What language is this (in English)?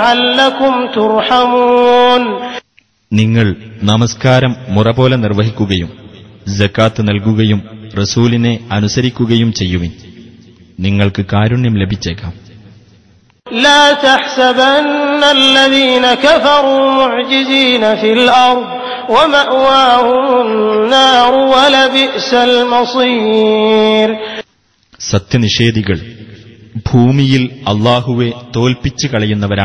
Malayalam